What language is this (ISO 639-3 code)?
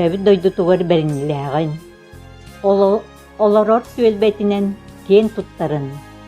sah